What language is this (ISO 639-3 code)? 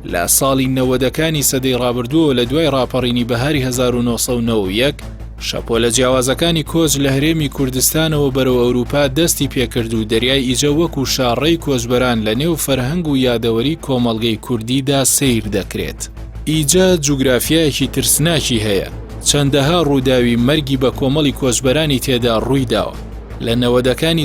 ckb